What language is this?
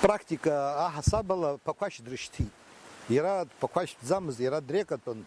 Abkhazian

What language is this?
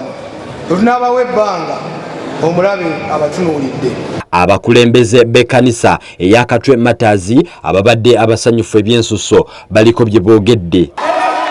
Ganda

